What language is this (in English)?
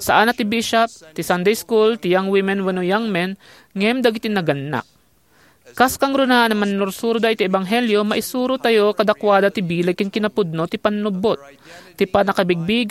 Iloko